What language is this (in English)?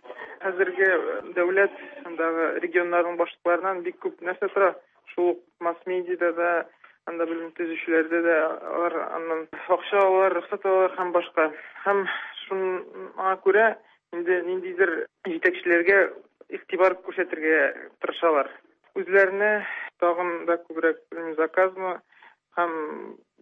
Tatar